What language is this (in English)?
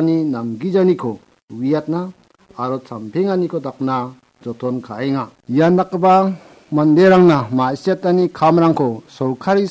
Garo